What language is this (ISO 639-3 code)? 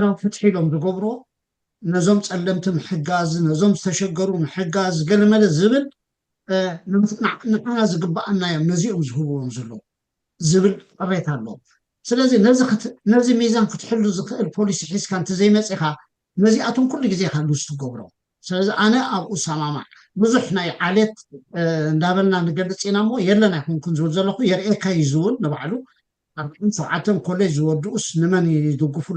tir